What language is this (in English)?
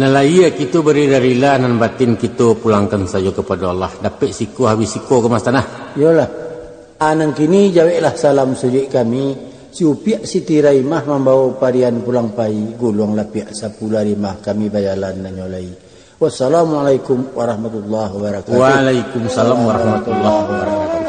Minangkabau